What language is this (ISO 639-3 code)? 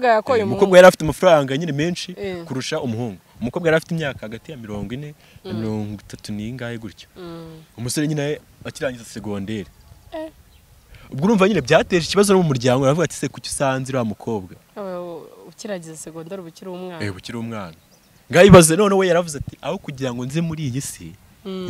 kin